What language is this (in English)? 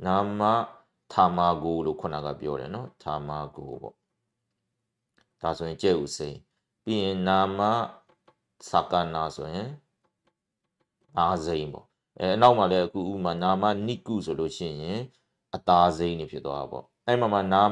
Burmese